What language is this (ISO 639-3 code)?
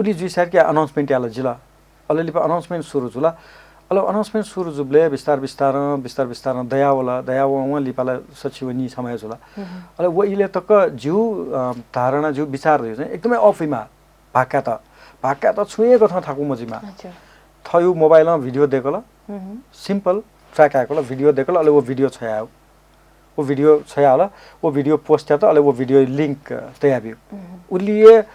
new